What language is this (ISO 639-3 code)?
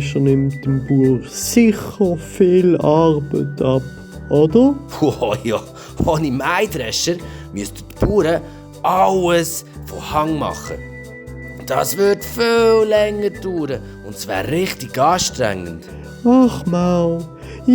gsw